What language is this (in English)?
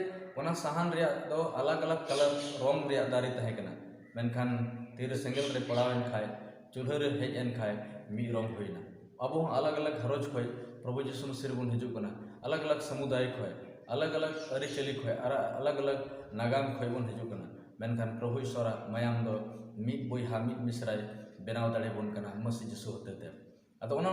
Santali